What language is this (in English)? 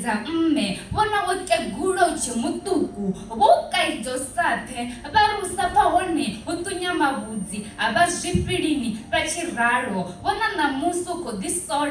Venda